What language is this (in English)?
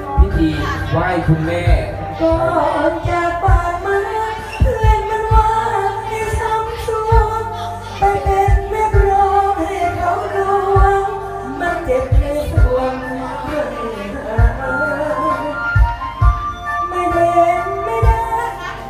Thai